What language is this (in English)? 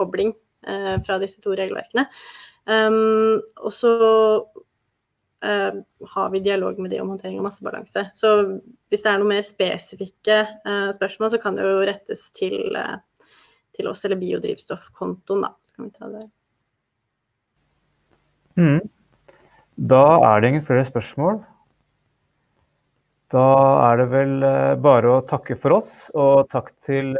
Norwegian